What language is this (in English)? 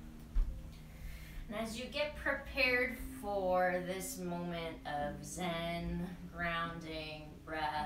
English